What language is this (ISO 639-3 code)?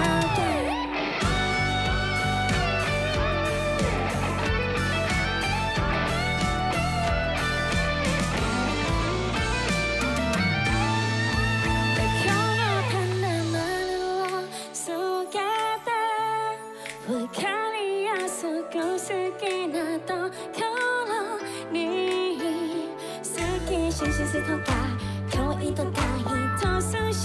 tha